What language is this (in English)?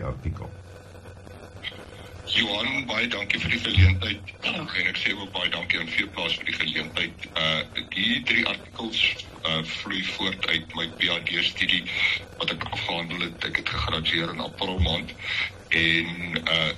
Afrikaans